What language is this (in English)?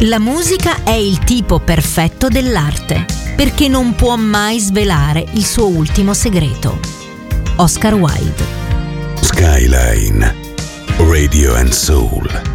Italian